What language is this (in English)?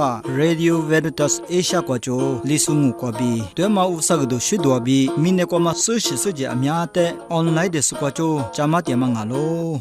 Lisu